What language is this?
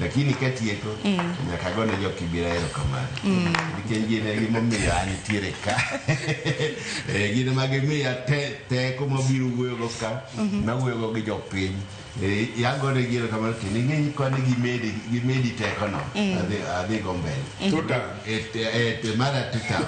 Luo (Kenya and Tanzania)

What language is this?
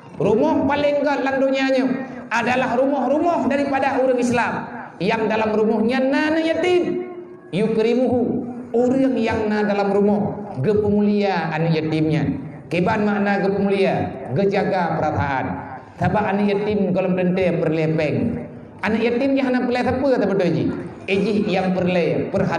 Achinese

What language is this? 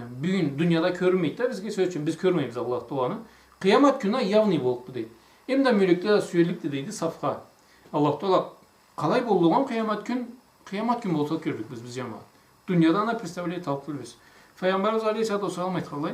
Karachay-Balkar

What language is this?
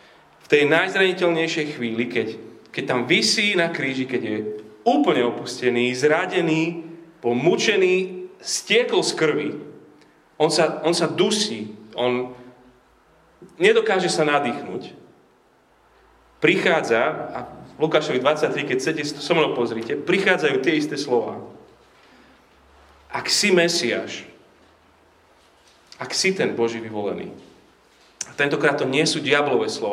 Slovak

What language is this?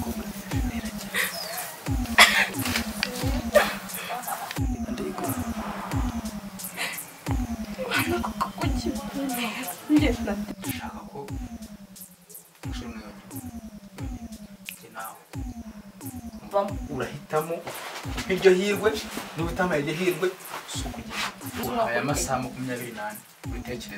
Kinyarwanda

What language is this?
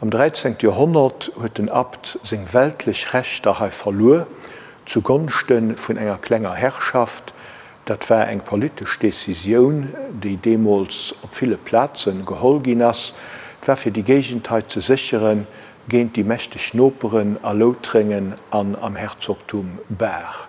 Luxembourgish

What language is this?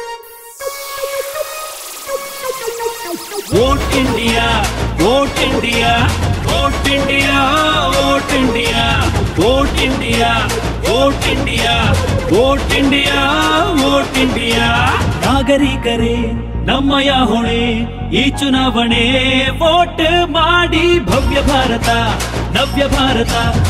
Kannada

